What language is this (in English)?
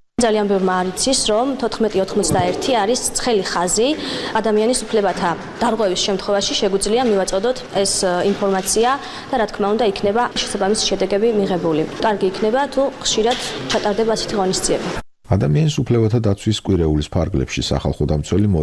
Georgian